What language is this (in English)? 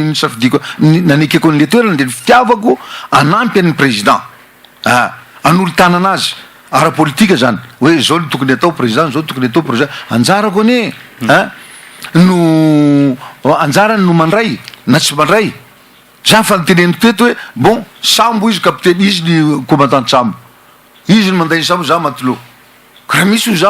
Malagasy